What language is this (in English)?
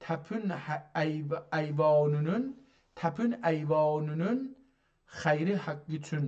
South Azerbaijani